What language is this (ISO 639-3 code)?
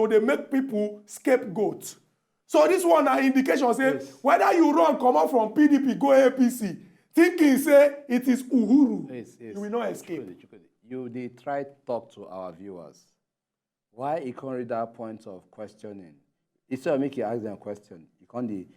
pcm